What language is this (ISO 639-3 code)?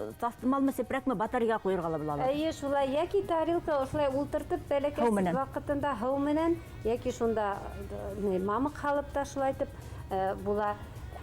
bak